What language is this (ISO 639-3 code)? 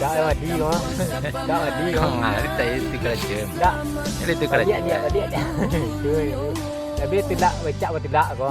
min